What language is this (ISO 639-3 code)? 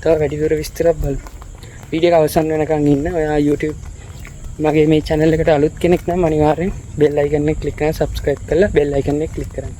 sin